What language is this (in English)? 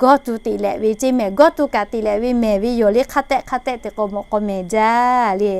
Lahu